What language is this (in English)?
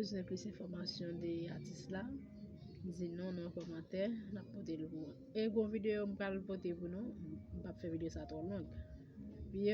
Haitian Creole